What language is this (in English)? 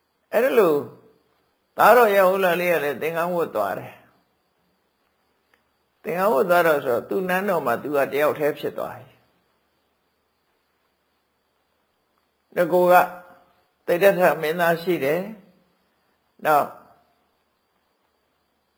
Burmese